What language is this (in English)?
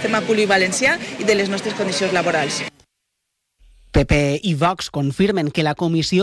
Catalan